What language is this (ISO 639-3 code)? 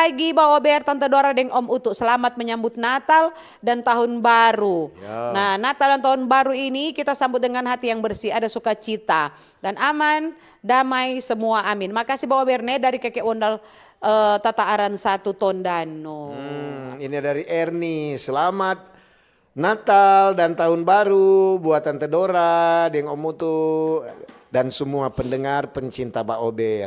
xmm